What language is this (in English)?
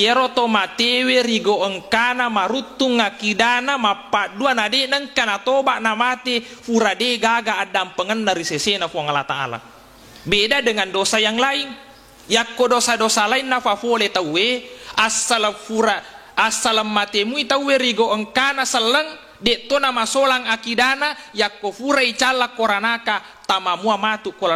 Buginese